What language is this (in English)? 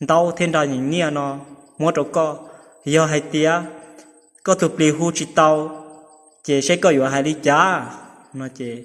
Hmong